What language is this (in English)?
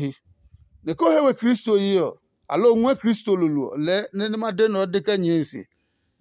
Adangme